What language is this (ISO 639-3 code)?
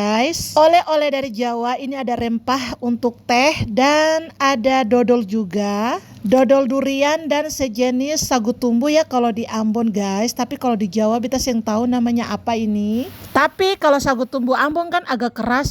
abs